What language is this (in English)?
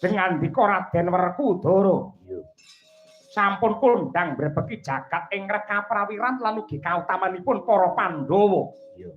Javanese